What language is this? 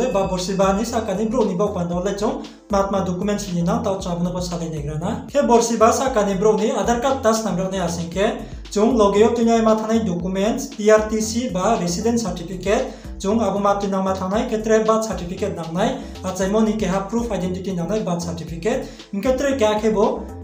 Riang (India)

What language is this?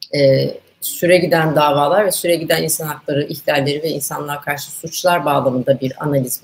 Turkish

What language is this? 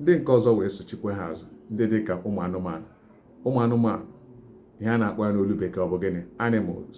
Igbo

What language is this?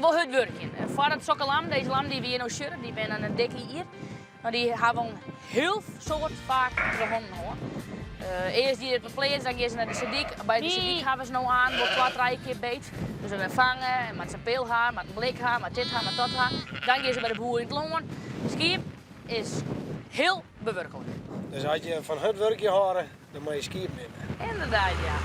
Western Frisian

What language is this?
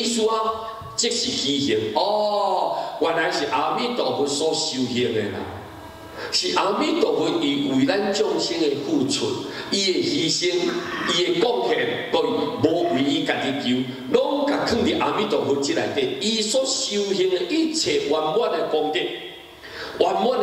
Min Nan Chinese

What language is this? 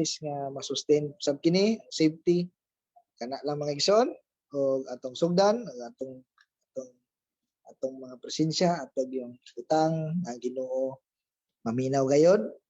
Cebuano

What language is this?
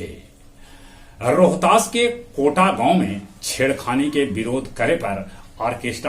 Magahi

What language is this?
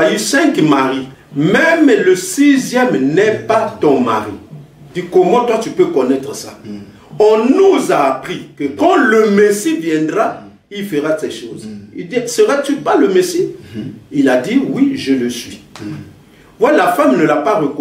French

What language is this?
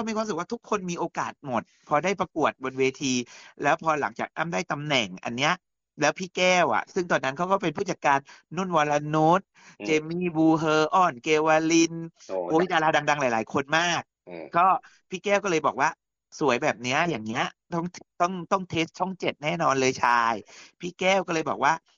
Thai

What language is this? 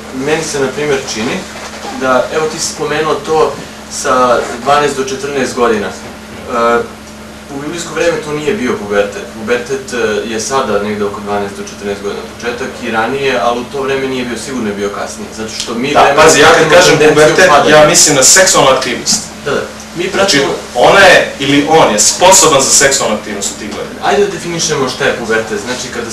Serbian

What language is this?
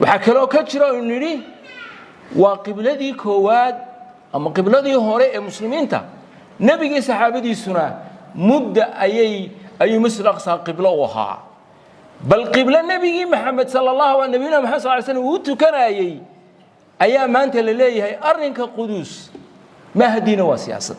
Somali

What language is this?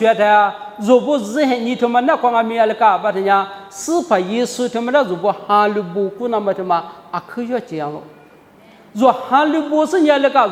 Lisu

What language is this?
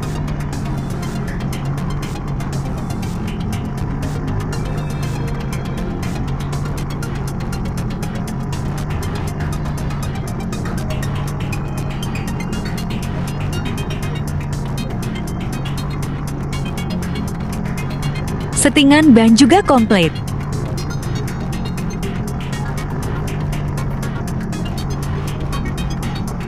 Indonesian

